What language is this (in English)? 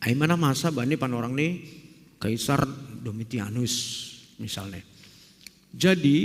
Batak Simalungun